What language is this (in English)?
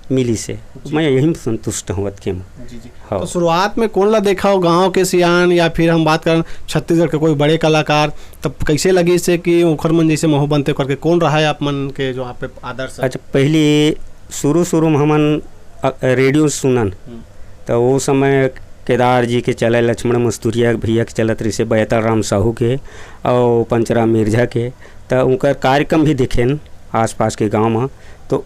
Chhattisgarhi